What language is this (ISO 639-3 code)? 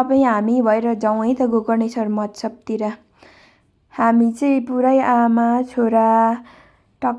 nep